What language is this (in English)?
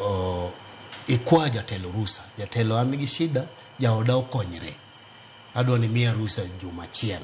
Luo (Kenya and Tanzania)